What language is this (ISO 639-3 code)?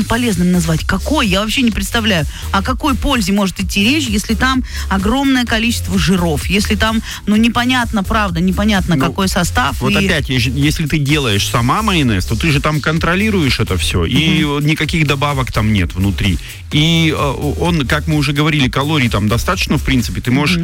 rus